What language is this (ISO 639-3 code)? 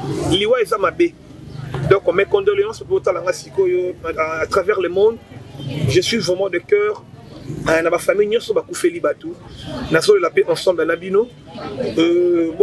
lin